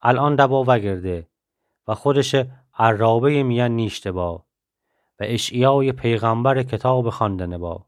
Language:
Gilaki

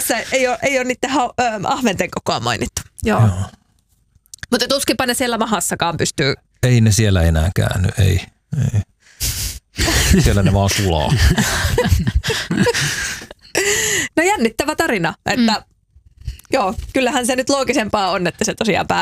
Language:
Finnish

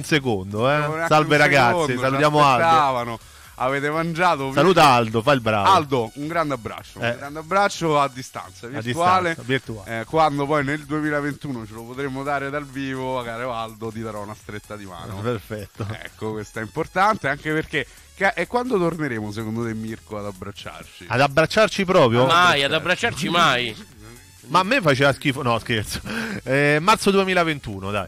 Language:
Italian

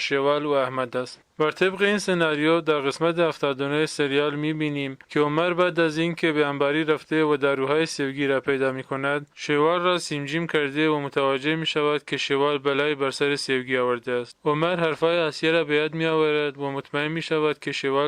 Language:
Tajik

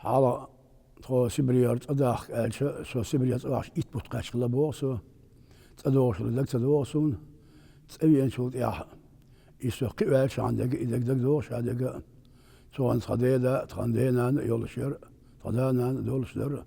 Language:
Chechen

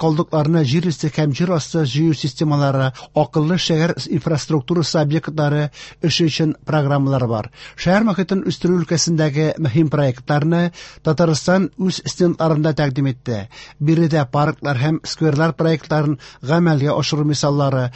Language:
Tatar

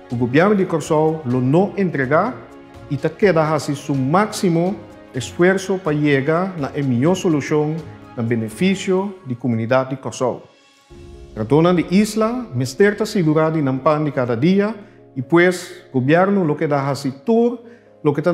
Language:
Papiamento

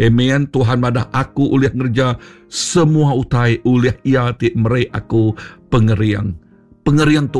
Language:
Iban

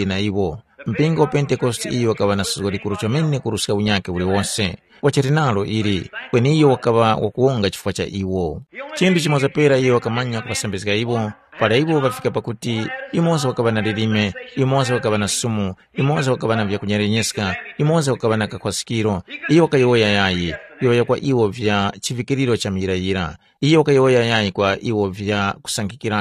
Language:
Tumbuka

